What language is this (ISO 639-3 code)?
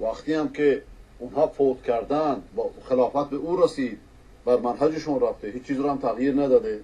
fas